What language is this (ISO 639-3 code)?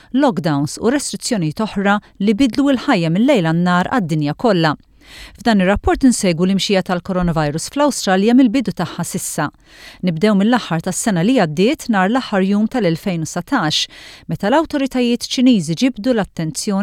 mlt